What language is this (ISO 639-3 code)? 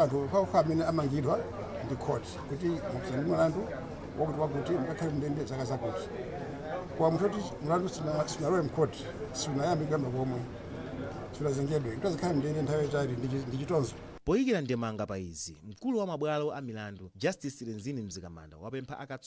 nya